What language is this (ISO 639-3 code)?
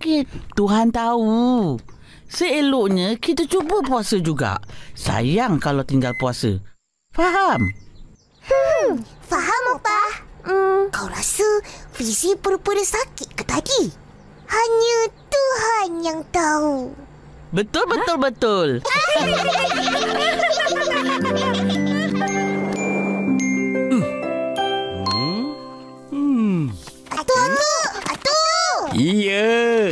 msa